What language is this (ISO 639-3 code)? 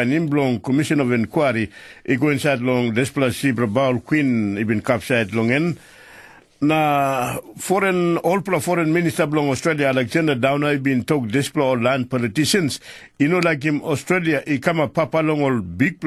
tpi